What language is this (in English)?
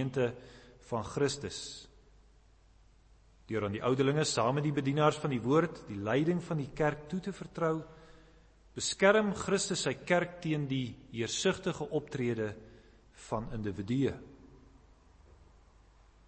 Afrikaans